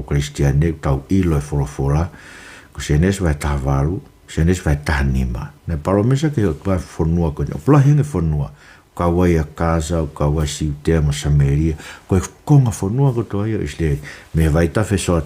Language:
Tongan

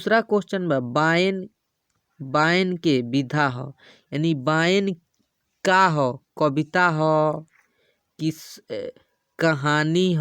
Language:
Bhojpuri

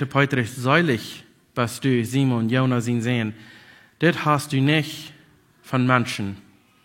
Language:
Plautdietsch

